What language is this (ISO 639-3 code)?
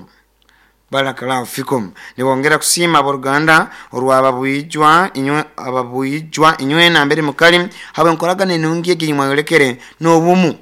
nyo